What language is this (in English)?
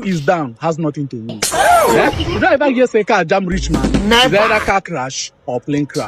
Nigerian Pidgin